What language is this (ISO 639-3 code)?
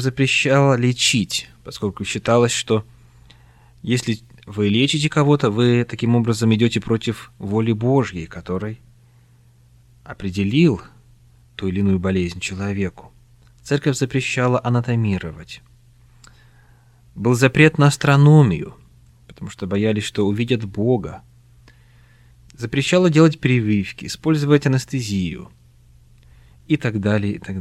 rus